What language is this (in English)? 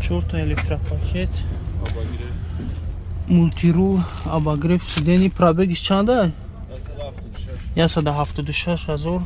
Tajik